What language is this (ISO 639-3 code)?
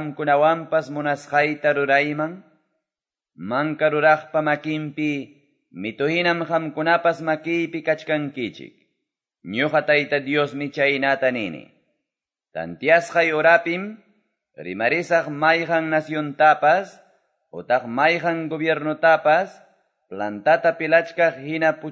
que